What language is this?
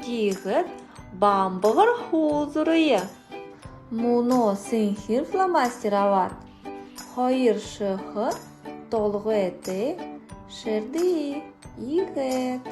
Buriat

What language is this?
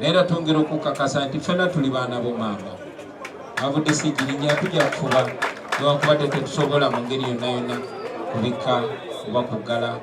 Ganda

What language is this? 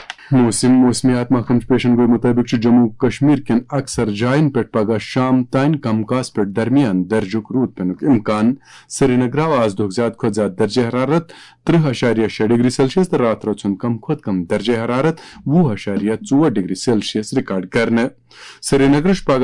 Kashmiri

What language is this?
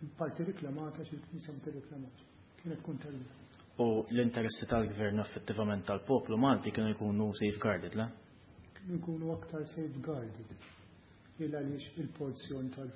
Maltese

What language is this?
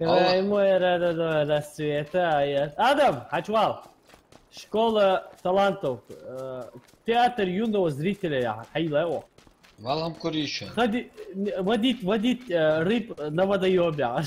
Ingush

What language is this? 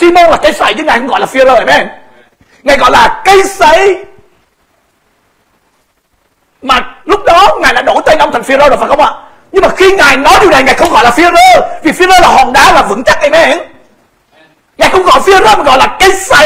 Vietnamese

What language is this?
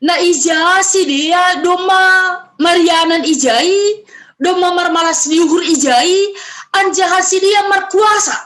Batak Simalungun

